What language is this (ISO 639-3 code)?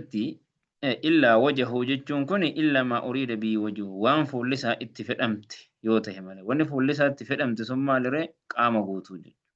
orm